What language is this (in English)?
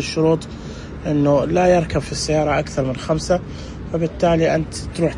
Najdi Arabic